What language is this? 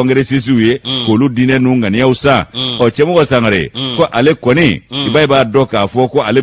Bambara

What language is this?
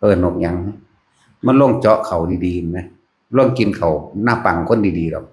Northeastern Thai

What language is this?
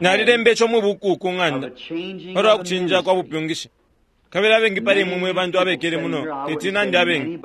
Bemba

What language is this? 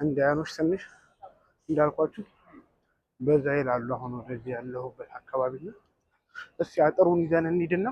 Amharic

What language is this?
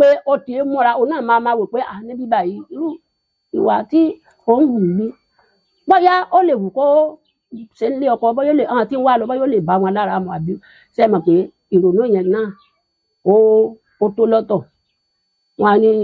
Yoruba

